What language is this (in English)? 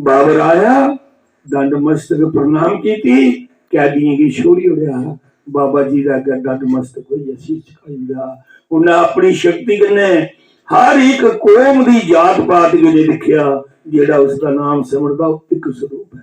Dogri